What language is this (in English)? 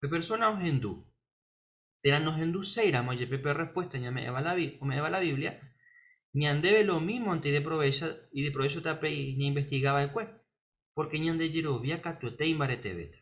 Guarani